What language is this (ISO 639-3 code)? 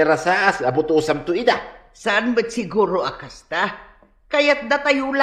ilo